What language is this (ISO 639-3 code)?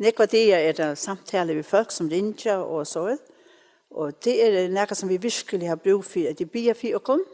fao